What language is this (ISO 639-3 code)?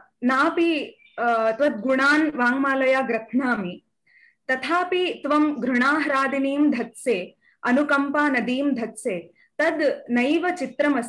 san